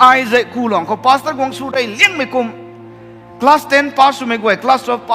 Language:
Rongmei Naga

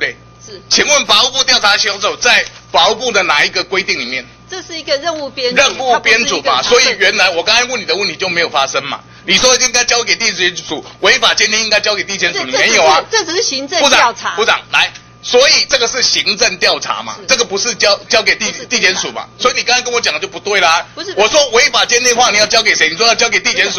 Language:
Chinese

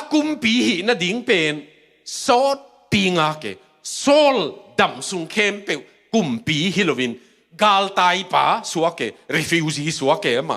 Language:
Tedim Chin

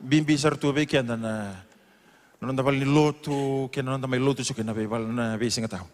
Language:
Fijian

